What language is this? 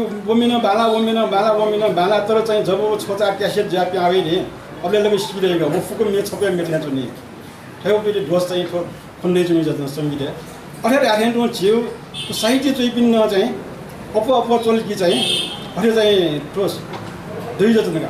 Newari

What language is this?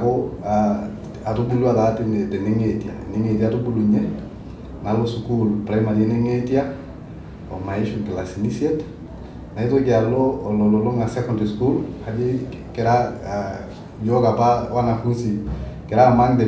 Masai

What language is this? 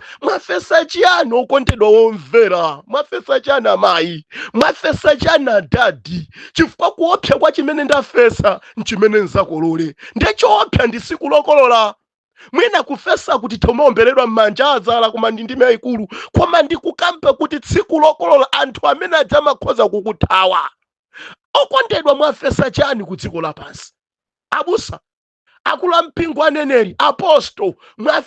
Nyanja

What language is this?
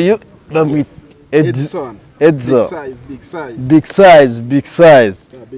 Kinyarwanda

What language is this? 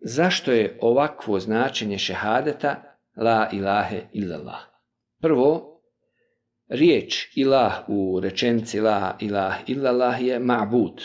Bosnian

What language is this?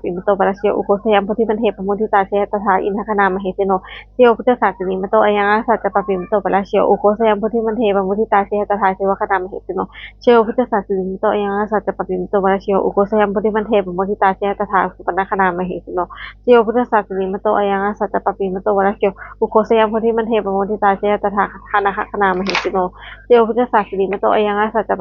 Pali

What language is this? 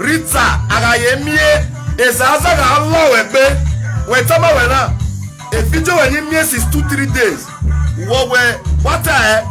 Nigerian Pidgin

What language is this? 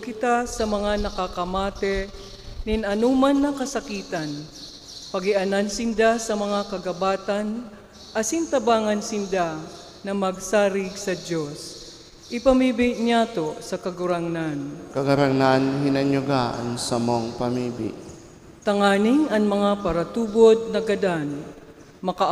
Bikol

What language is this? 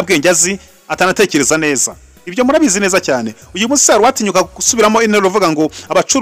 Kinyarwanda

